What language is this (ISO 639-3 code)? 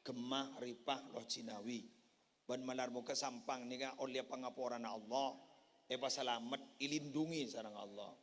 mad